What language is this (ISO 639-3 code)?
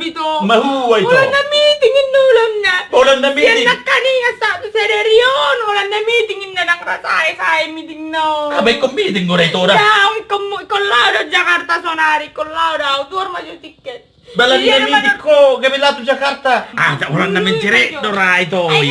bbc